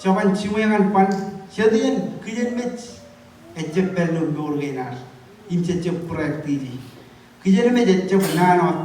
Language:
Marshallese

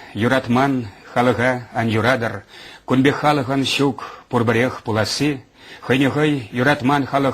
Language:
Chuvash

